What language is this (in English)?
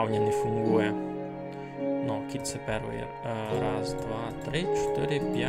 Rusyn